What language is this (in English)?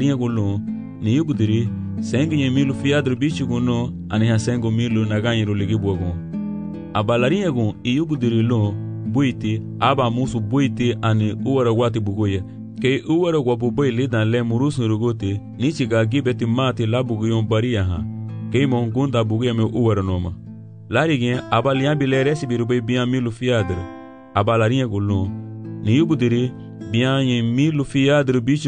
Garifuna